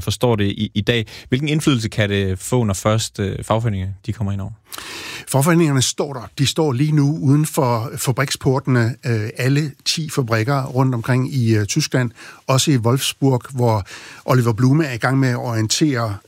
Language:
Danish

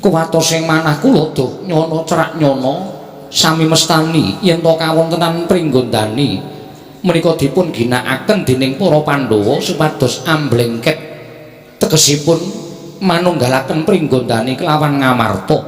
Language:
Javanese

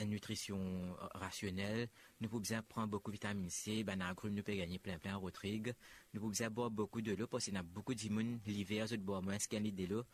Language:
Morisyen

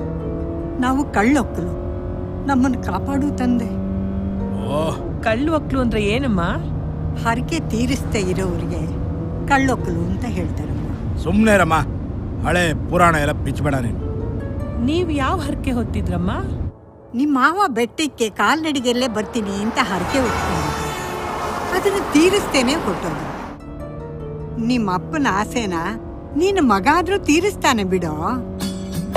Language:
Kannada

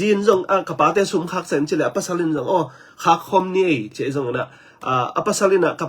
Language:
Tedim Chin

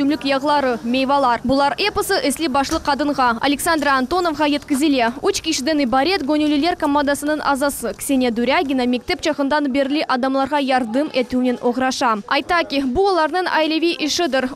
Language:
Crimean Tatar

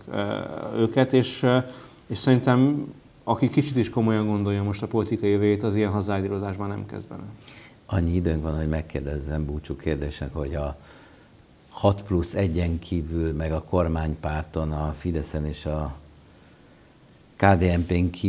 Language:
Hungarian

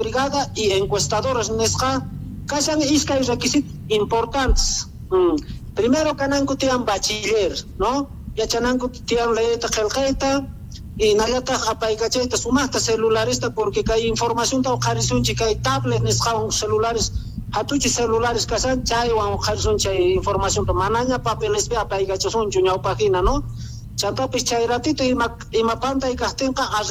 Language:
Quechua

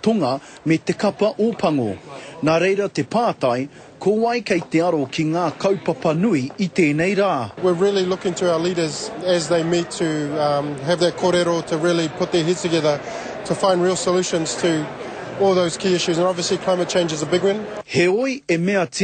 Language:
Māori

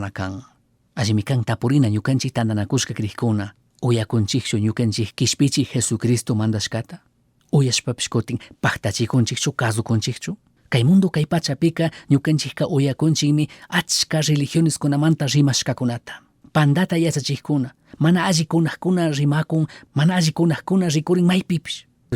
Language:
Chimborazo Highland Quichua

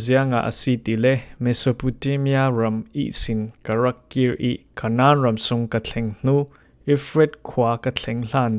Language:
Falam Chin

